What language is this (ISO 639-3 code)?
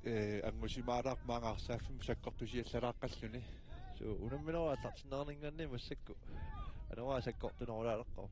kal